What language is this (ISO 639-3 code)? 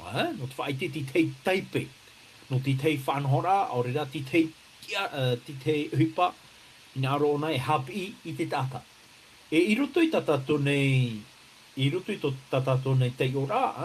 tah